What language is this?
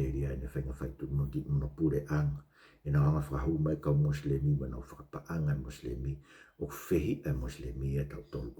Tongan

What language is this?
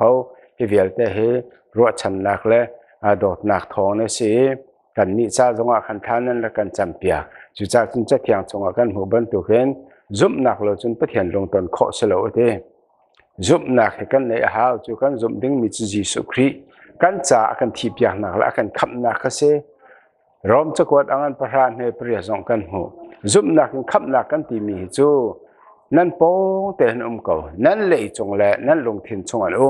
Hakha Chin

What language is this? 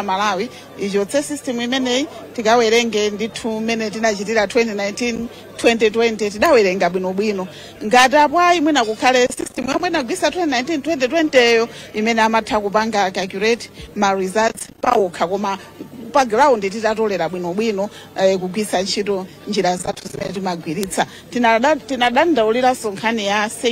Nyanja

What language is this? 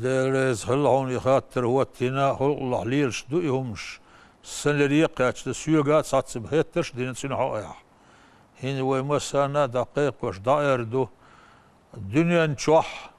Chechen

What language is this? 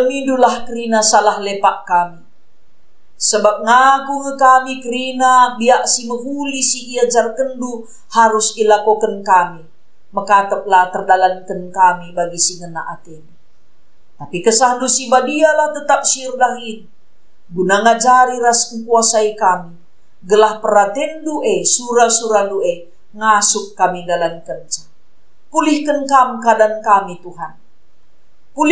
Batak Karo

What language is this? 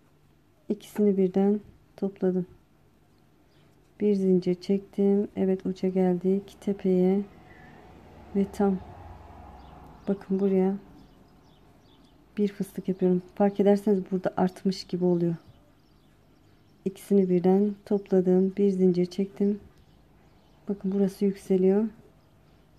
Turkish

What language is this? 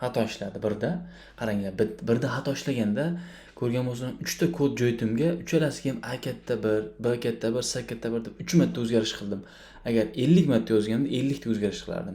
Uzbek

